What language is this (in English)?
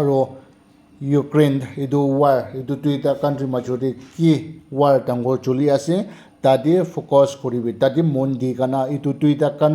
Naga Pidgin